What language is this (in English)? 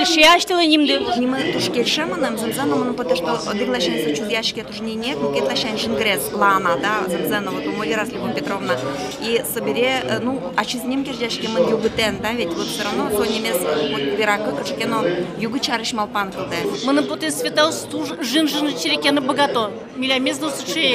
Udmurt